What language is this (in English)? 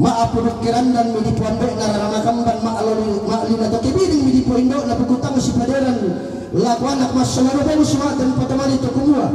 Toraja-Sa'dan